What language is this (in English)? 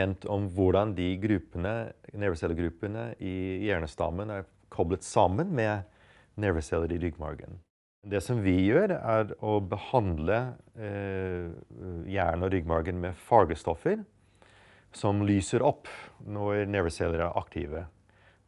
Norwegian